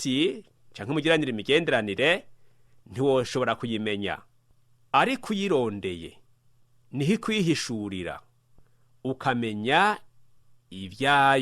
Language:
Rundi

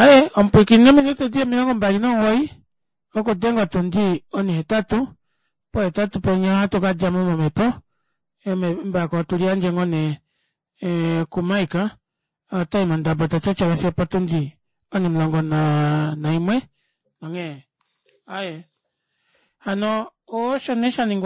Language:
Kuanyama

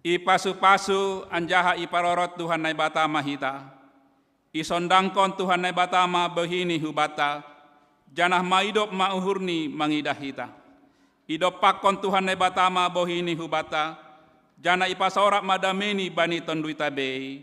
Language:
Batak Simalungun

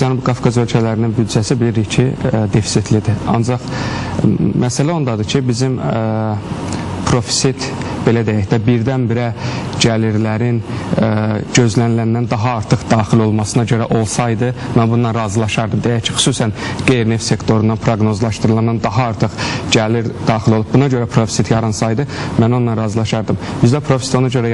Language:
Azerbaijani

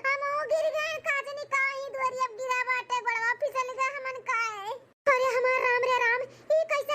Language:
Awadhi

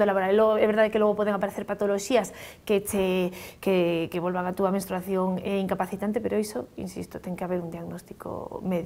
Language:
Galician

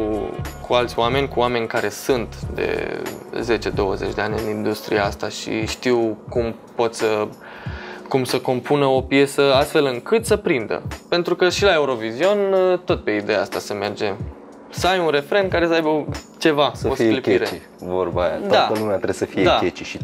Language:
Romanian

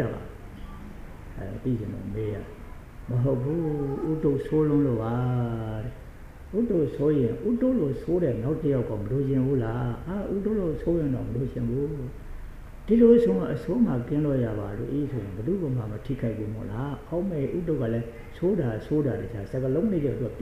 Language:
Burmese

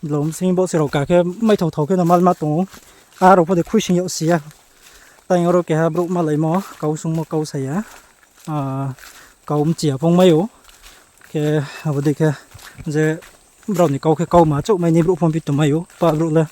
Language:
Riang (India)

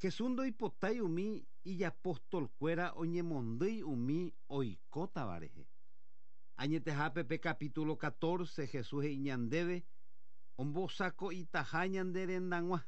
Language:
Guarani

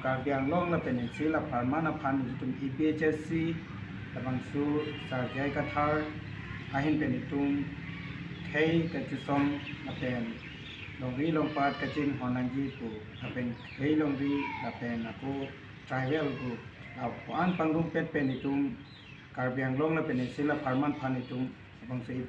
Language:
Karbi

